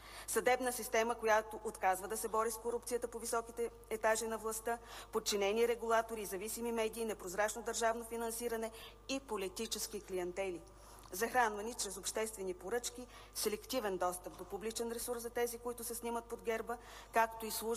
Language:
Bulgarian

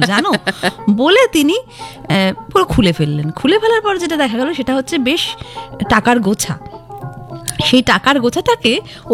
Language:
Bangla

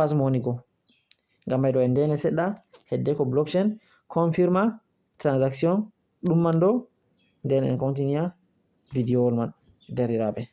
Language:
Fula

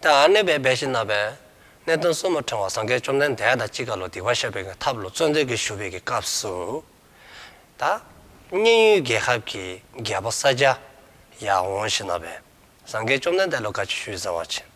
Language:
Dzongkha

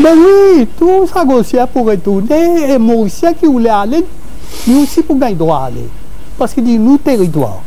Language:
Morisyen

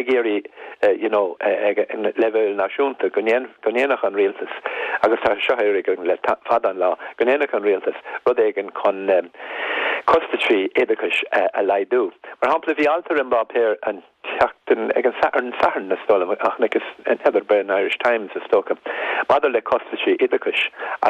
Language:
Irish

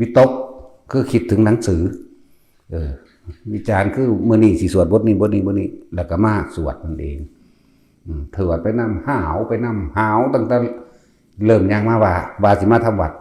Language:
Northeastern Thai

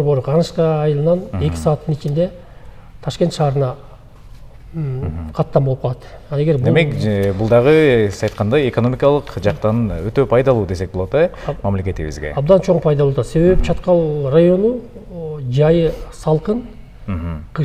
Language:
Kyrgyz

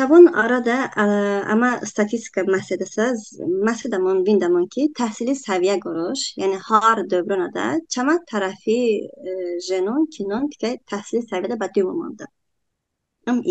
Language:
Talysh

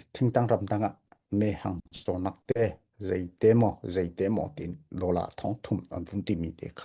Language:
Hakha Chin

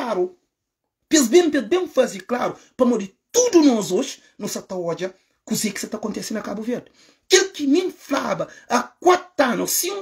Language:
Kabuverdianu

